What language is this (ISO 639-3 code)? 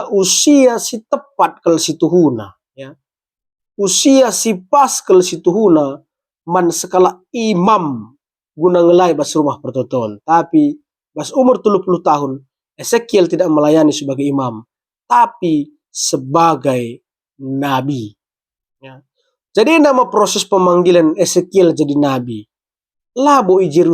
btx